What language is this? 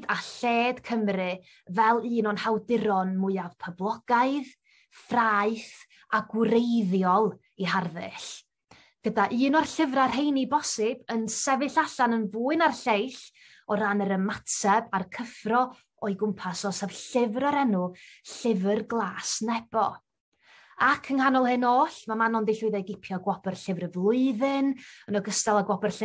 Welsh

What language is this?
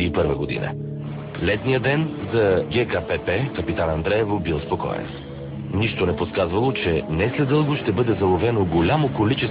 Bulgarian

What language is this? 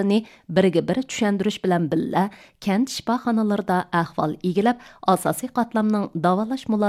Uyghur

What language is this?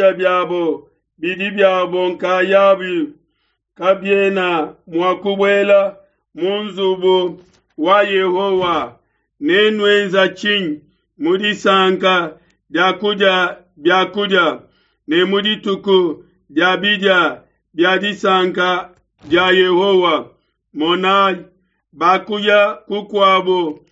Luba-Lulua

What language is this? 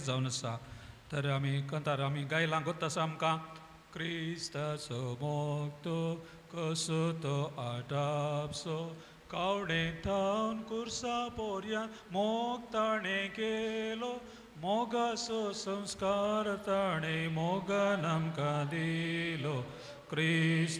Konkani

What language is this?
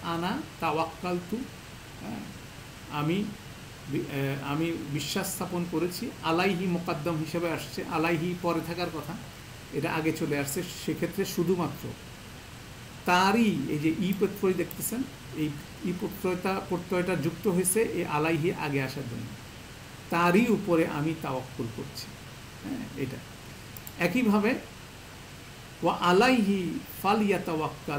Bangla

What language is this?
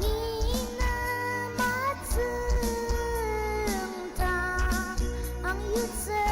Ao Naga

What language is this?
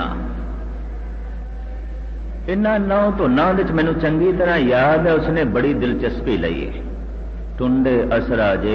Punjabi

